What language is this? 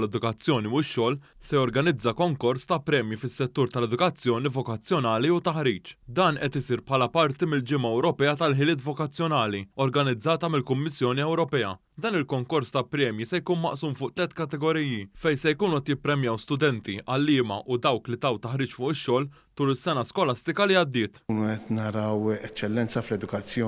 Maltese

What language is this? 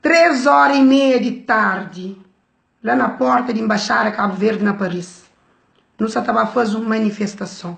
Kabuverdianu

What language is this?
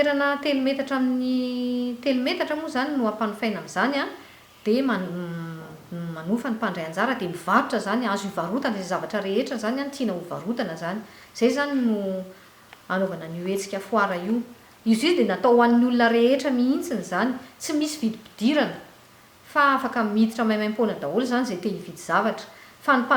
Malagasy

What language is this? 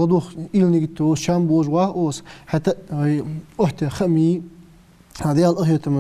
Ingush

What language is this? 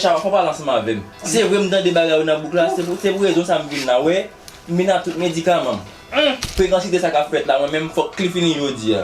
Haitian Creole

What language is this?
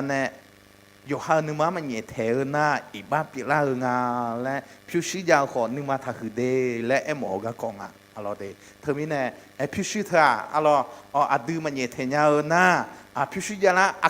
Akha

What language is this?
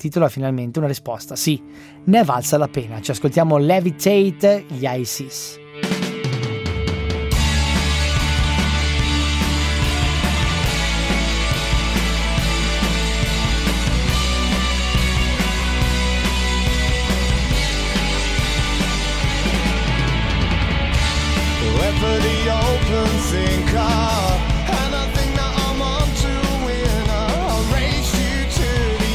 Italian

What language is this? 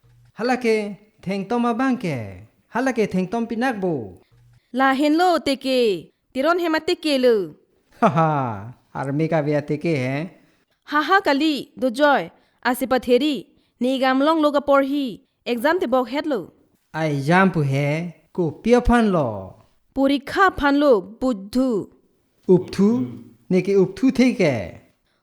Karbi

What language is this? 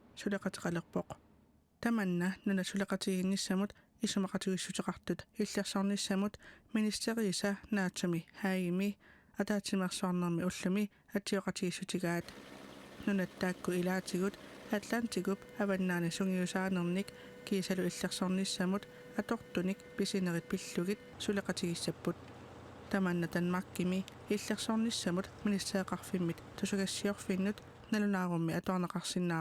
Kalaallisut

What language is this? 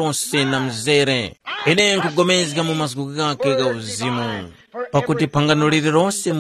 Tumbuka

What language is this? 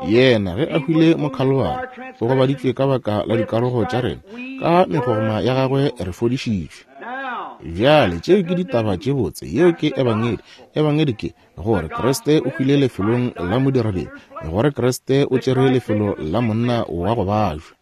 Northern Sotho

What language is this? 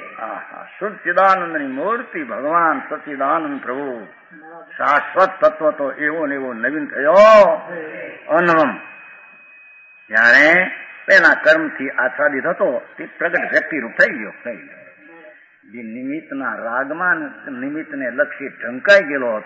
Gujarati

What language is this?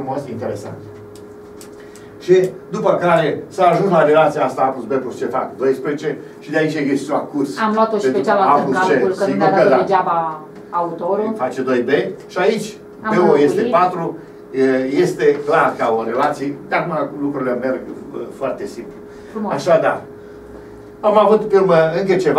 Romanian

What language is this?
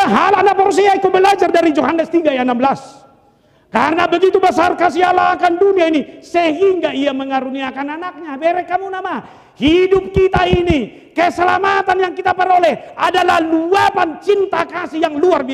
Batak Toba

